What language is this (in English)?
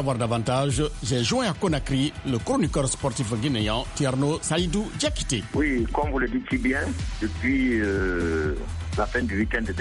French